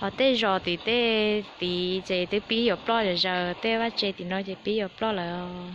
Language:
Hmong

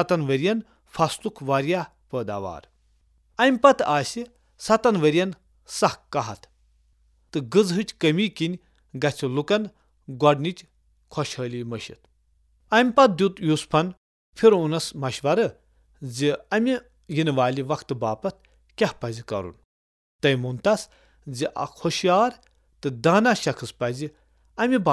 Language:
Kashmiri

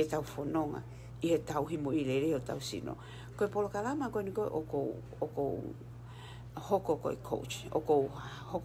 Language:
Tongan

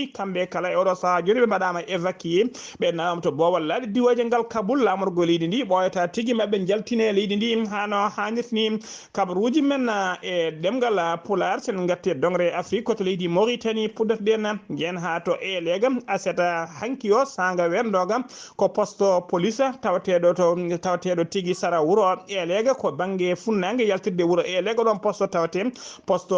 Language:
Fula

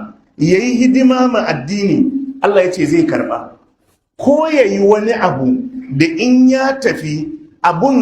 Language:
Hausa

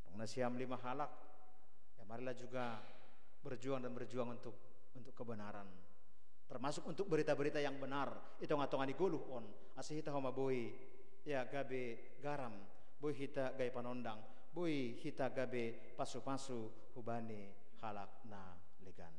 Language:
Batak Simalungun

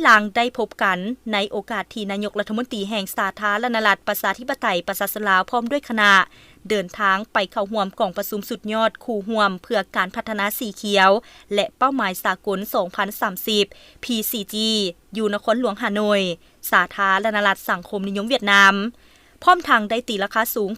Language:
Lao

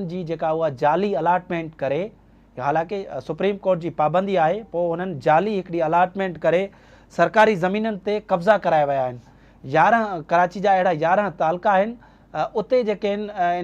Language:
Sindhi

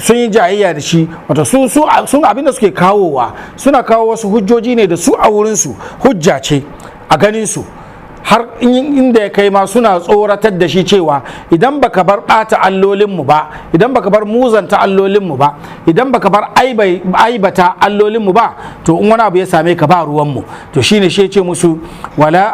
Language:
Hausa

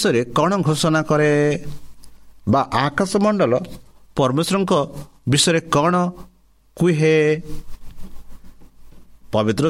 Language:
Odia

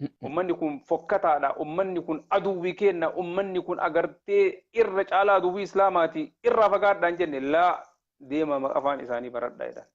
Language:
Oromo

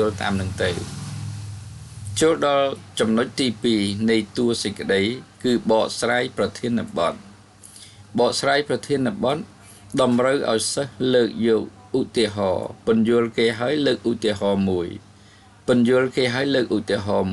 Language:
Khmer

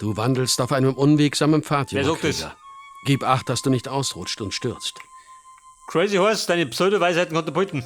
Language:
Bavarian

